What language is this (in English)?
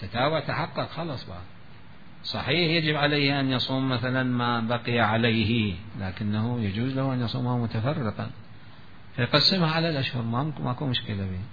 Mesopotamian Arabic